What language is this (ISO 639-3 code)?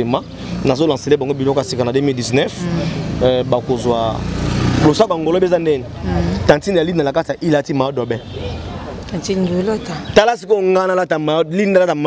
lin